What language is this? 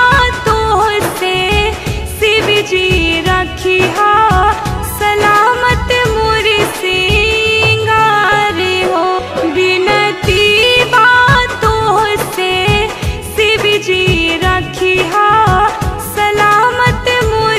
Bhojpuri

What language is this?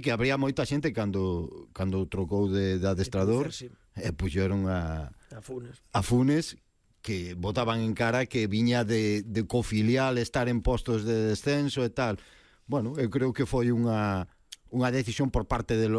Galician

